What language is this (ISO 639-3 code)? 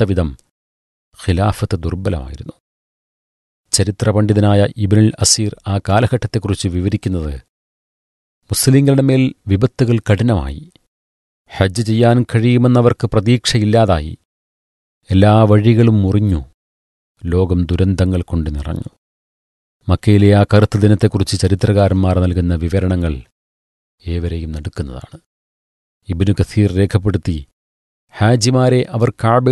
mal